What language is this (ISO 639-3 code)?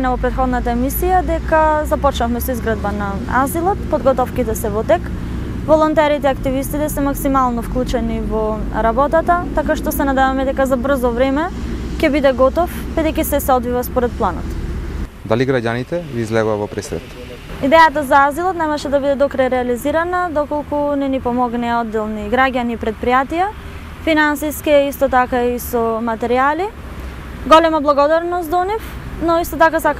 mkd